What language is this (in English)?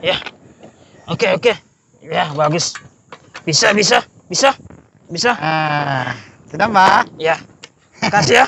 Makassar Malay